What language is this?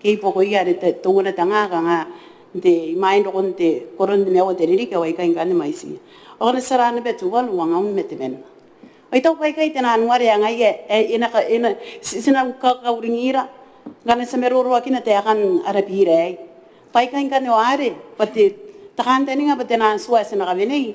Gilbertese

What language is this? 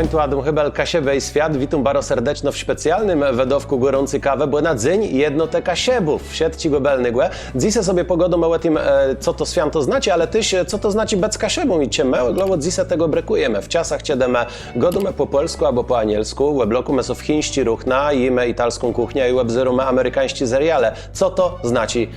Kashubian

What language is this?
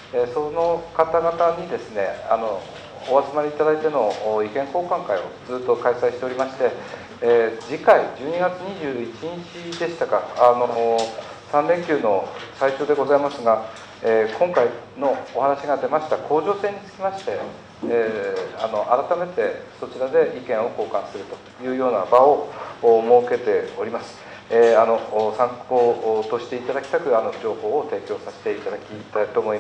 Japanese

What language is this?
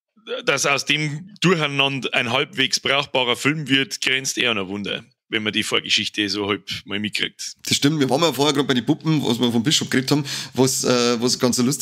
Bavarian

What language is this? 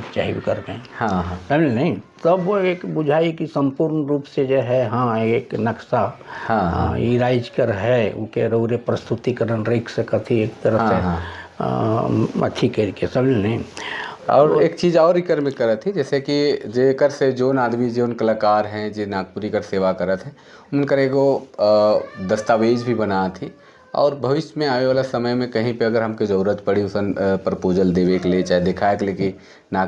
Sadri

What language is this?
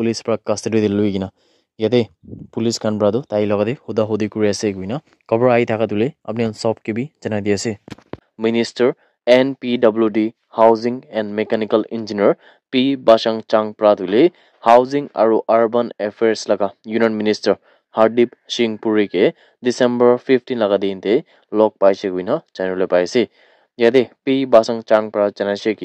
Naga Pidgin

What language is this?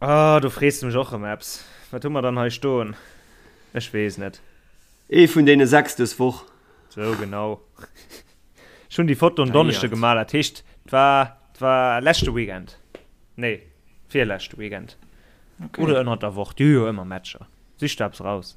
Luxembourgish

